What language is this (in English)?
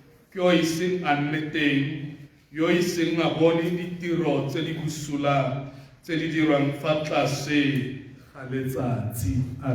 Tswana